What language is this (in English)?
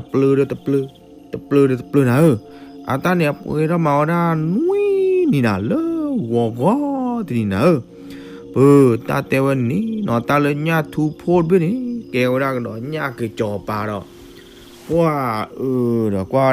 S'gaw Karen